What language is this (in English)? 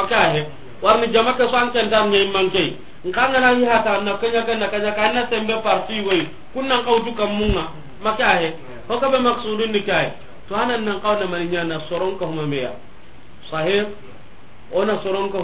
Soninke